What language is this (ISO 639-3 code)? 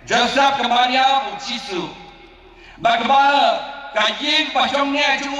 kha